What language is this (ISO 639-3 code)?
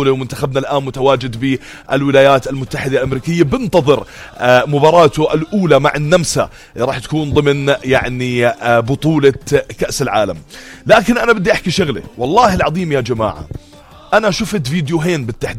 apc